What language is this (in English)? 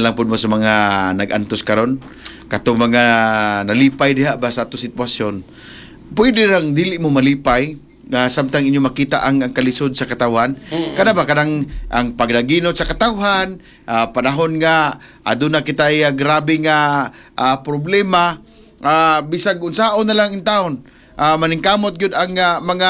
Cebuano